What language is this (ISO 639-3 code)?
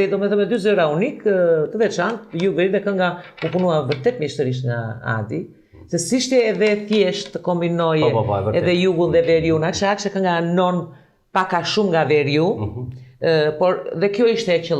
sqi